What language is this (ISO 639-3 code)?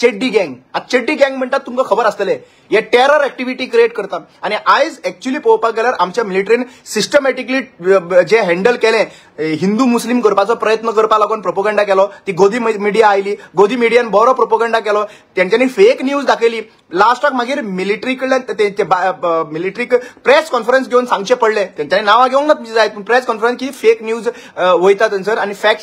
kok